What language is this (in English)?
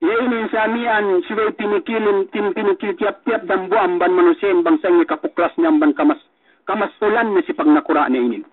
Yakan